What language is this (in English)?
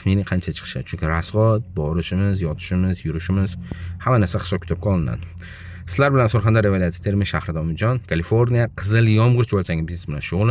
Uzbek